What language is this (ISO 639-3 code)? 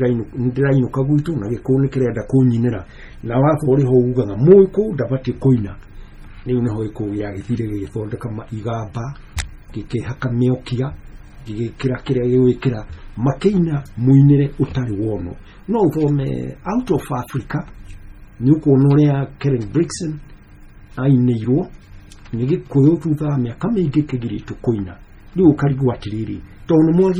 kik